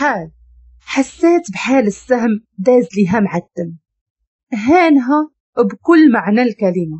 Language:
Moroccan Arabic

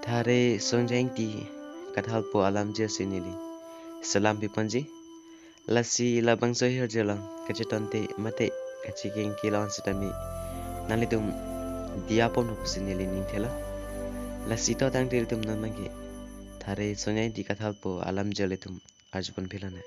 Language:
Karbi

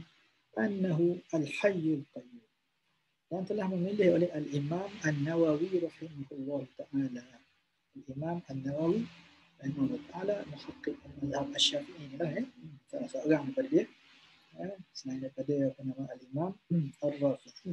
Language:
Malay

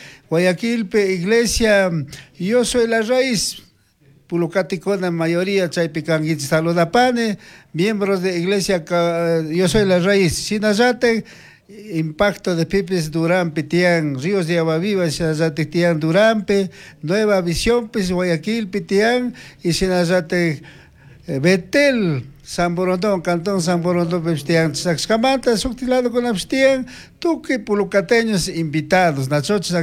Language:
Chimborazo Highland Quichua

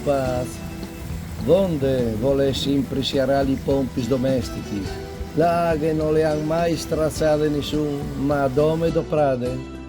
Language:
Friulian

